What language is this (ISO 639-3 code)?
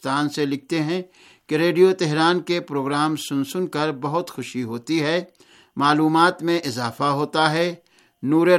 urd